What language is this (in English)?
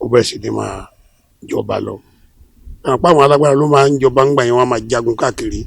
Yoruba